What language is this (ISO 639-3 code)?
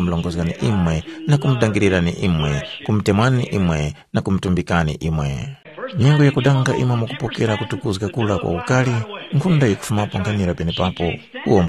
tum